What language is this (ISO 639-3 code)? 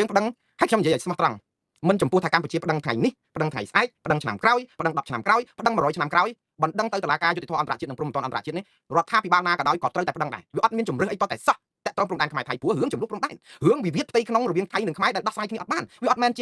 khm